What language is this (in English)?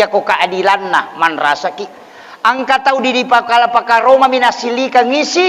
Buginese